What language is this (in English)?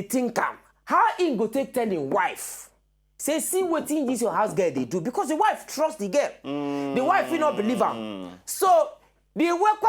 Nigerian Pidgin